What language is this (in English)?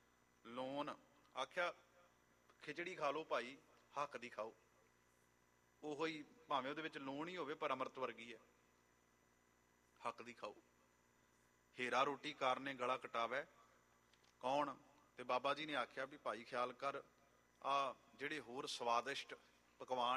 Punjabi